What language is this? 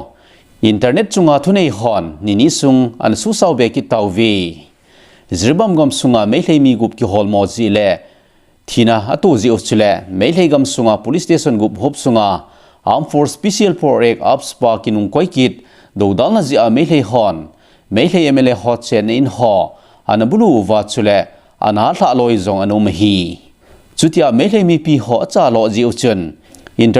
Thado Chin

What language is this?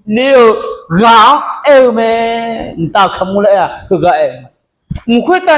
Akha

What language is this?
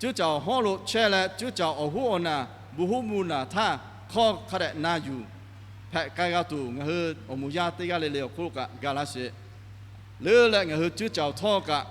Lahu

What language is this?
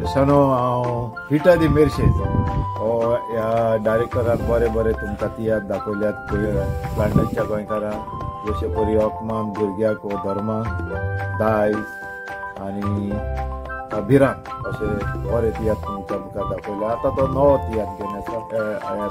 Konkani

